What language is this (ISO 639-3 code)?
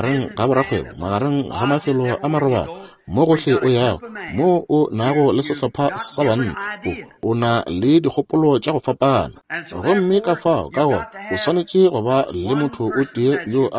nso